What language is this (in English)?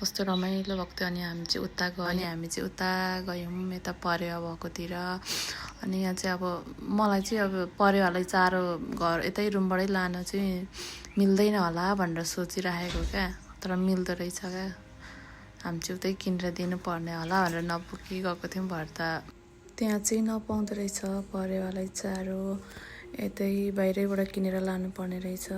Nepali